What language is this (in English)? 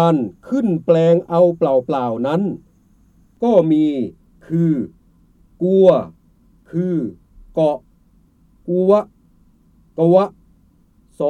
Thai